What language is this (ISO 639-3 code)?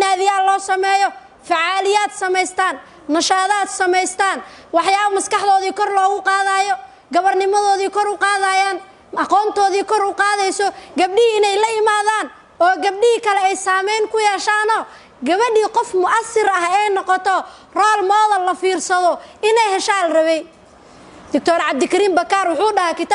som